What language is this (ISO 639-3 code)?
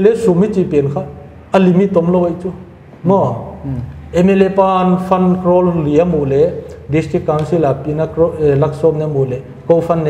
pck